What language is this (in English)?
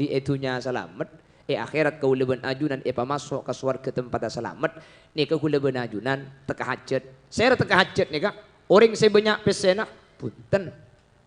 Madurese